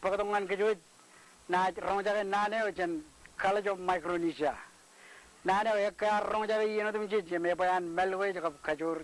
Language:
Marshallese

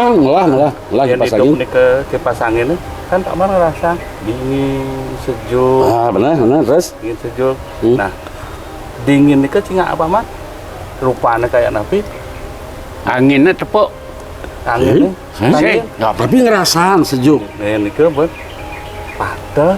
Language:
Balinese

